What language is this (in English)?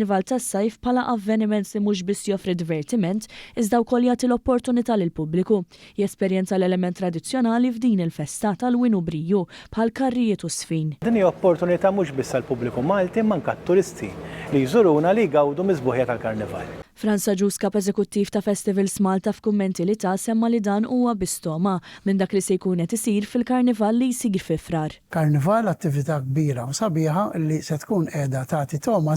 Maltese